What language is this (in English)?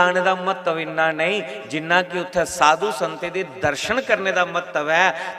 Dogri